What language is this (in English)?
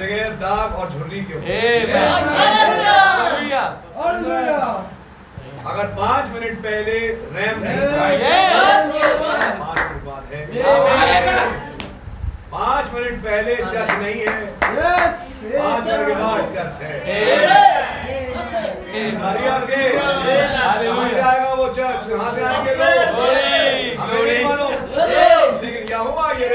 Hindi